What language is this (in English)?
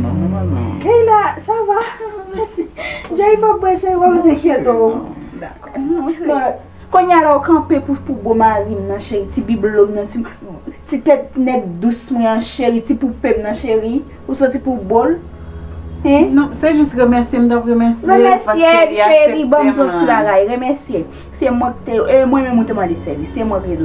Haitian Creole